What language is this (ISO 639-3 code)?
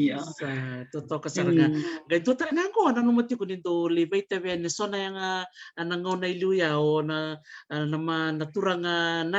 fij